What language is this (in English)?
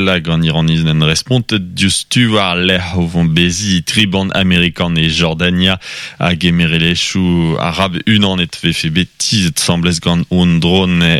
Breton